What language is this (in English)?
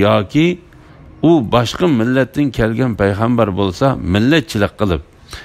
Uyghur